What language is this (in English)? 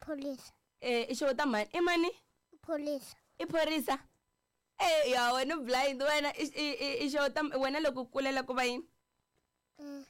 Tsonga